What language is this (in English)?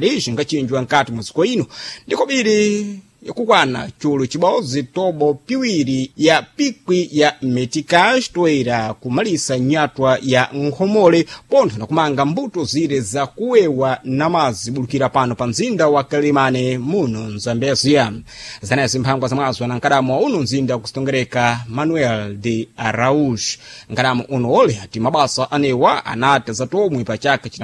Sena